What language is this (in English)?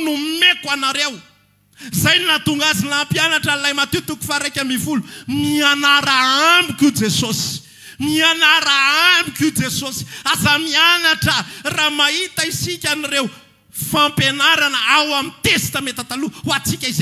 Malagasy